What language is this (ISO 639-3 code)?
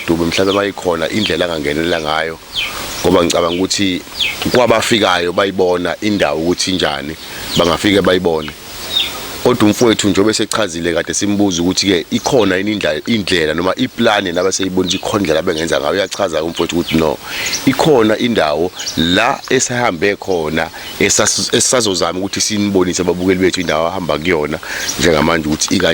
zul